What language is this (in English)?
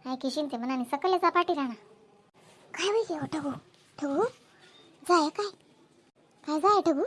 Khandesi